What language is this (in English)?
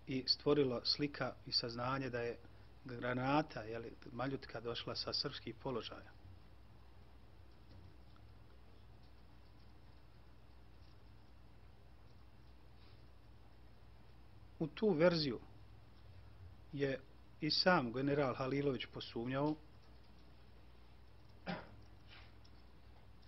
Bosnian